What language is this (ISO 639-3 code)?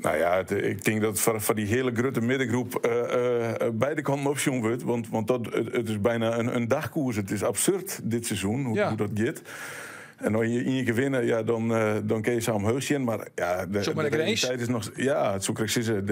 fry